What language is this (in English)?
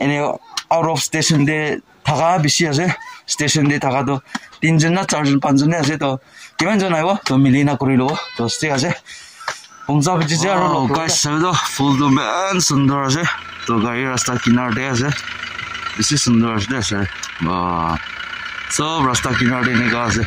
Naga Pidgin